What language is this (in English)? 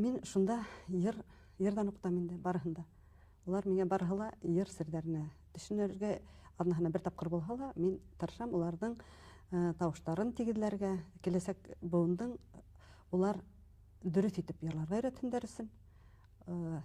Bashkir